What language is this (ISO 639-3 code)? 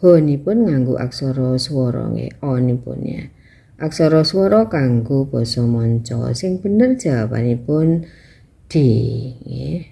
jav